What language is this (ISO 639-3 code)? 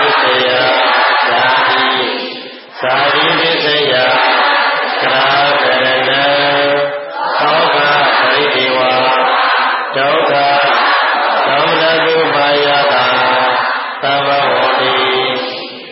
mya